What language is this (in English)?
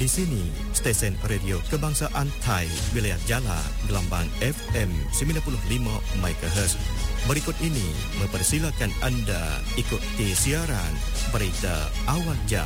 Malay